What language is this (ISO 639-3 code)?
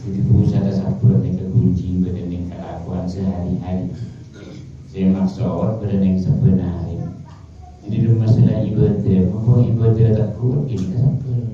mad